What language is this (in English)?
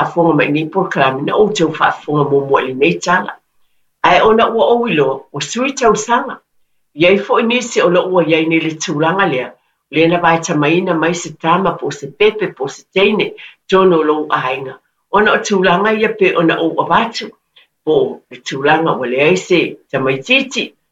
Samoan